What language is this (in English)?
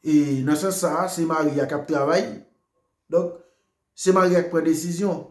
Haitian Creole